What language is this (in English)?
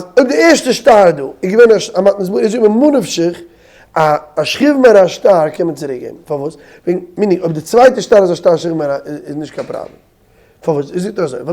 Yiddish